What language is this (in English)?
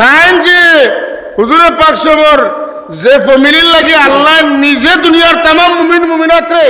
Sylheti